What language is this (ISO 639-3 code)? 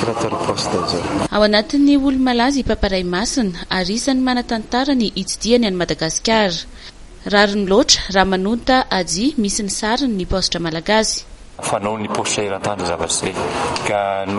mlg